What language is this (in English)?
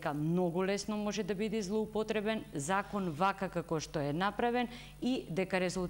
Macedonian